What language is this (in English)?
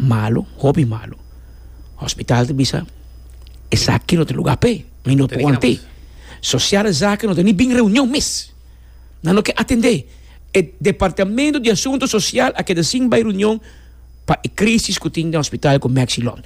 Papiamento